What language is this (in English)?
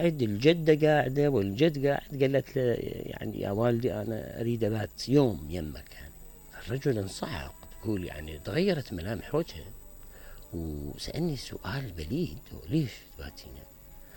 Mesopotamian Arabic